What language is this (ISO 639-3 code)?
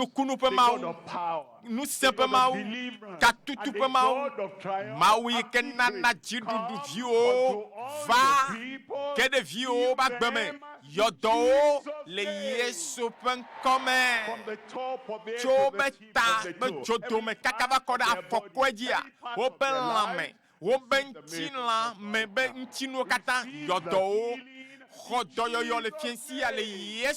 ewe